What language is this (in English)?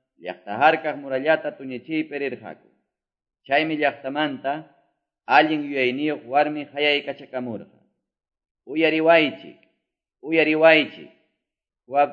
Quechua